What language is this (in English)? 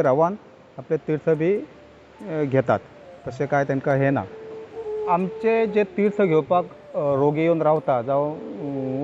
Konkani